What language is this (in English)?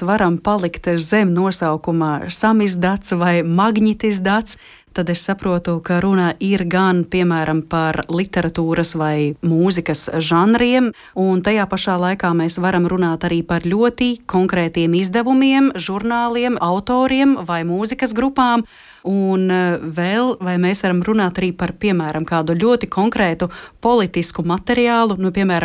Latvian